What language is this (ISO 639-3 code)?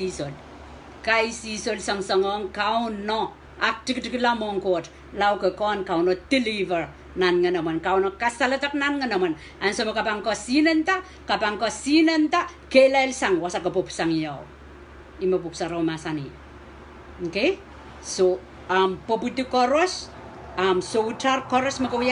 pon